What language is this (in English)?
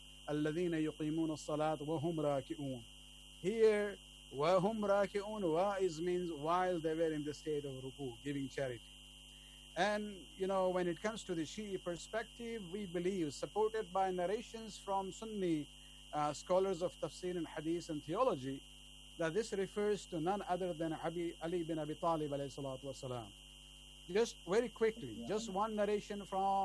English